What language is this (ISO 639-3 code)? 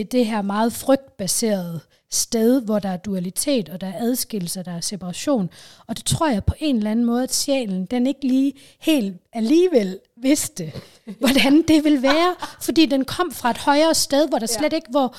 dan